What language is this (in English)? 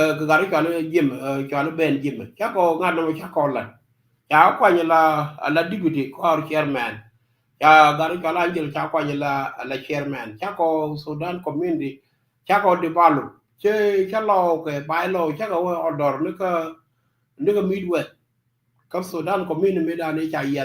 Nuer